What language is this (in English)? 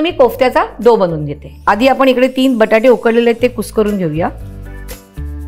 Marathi